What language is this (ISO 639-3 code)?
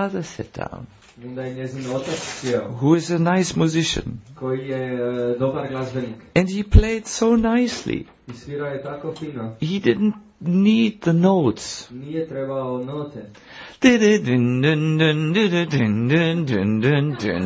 hrv